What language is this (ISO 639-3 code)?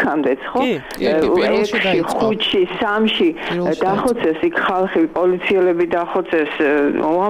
kat